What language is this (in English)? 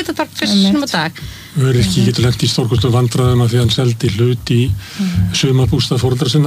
Icelandic